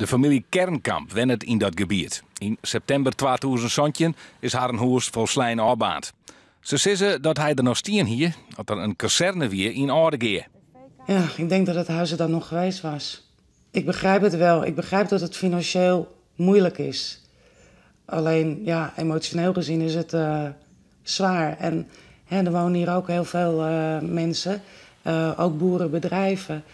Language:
Western Frisian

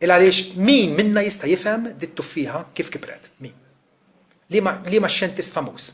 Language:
Maltese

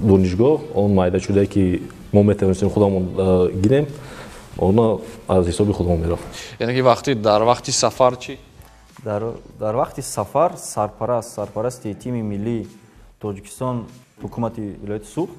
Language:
Tajik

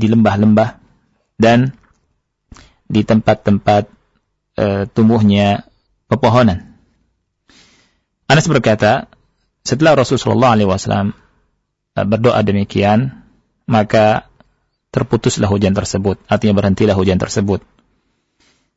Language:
Indonesian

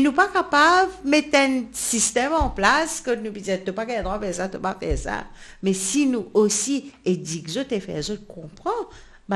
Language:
Morisyen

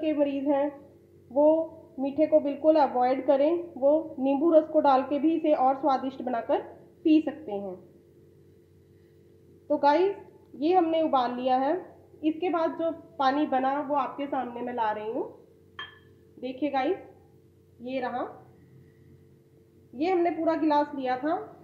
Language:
Hindi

